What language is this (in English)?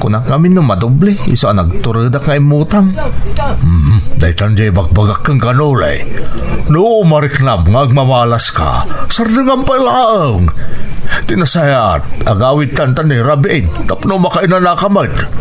Iloko